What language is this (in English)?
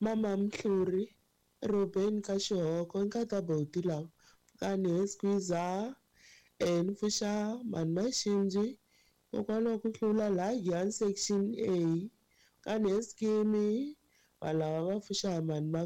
Tsonga